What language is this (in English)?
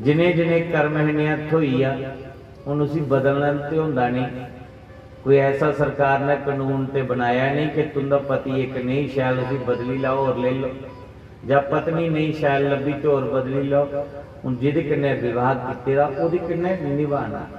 Dogri